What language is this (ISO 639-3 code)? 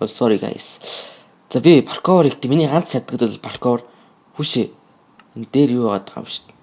mon